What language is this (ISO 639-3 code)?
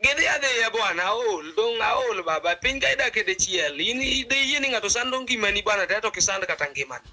luo